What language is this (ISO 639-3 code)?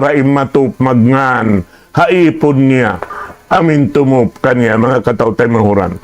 tsg